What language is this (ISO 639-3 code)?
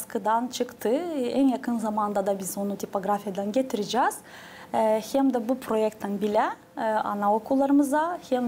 gag